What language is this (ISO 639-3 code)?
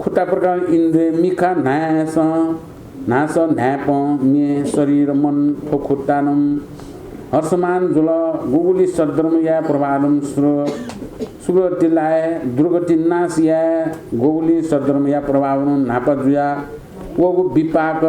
new